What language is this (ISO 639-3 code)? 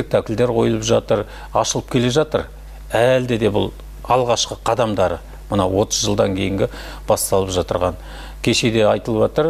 kaz